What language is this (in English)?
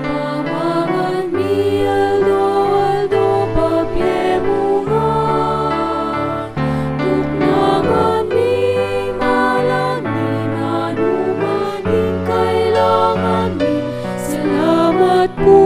Pampanga